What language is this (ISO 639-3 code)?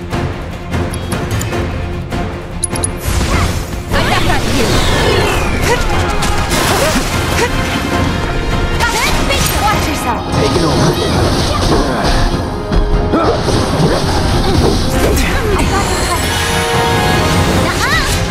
eng